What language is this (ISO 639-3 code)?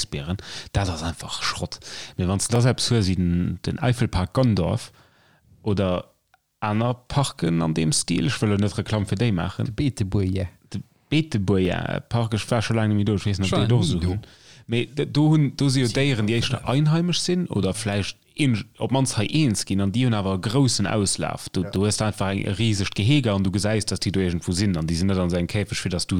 ltz